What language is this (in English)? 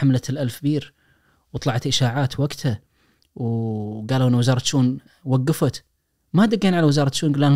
Najdi Arabic